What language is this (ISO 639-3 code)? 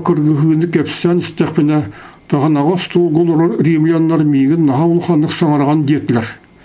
sah